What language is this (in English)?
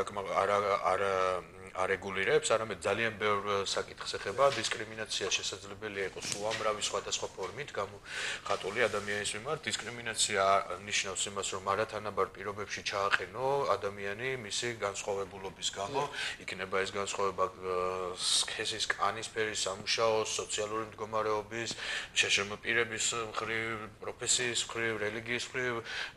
Georgian